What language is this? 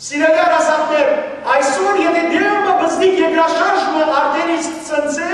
Western Armenian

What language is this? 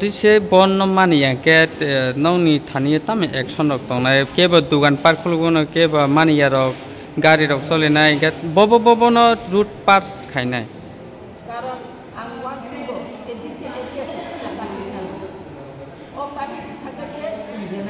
Kok Borok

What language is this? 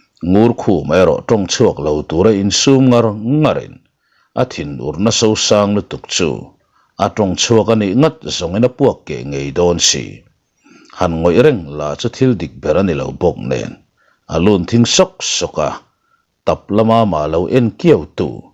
Mizo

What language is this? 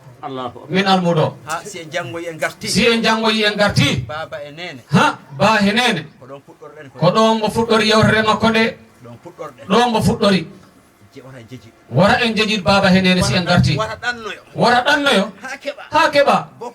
Fula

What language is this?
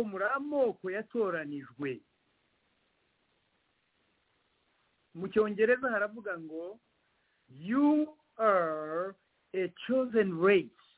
Kinyarwanda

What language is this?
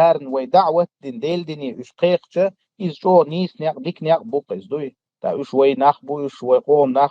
Chechen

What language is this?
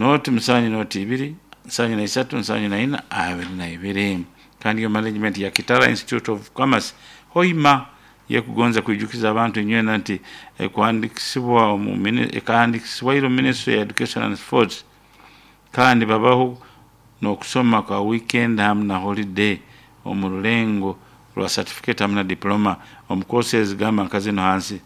Nyoro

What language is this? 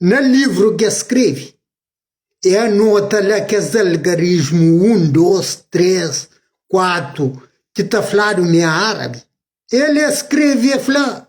Kabuverdianu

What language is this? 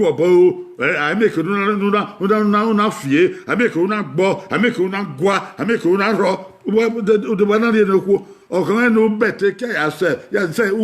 Bini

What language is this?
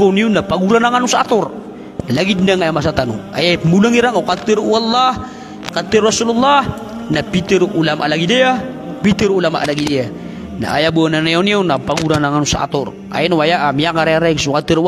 Maranao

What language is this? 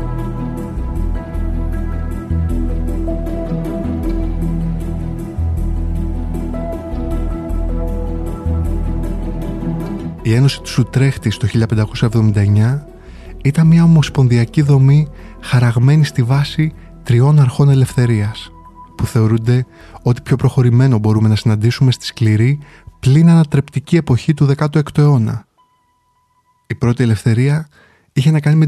Greek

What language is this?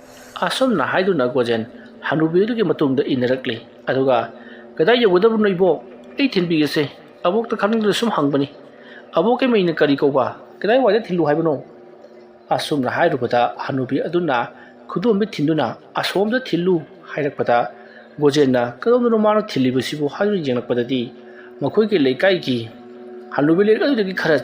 Manipuri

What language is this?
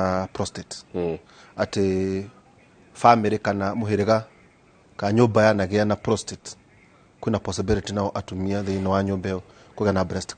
Kikuyu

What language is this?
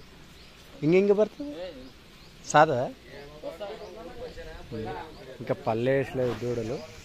Kannada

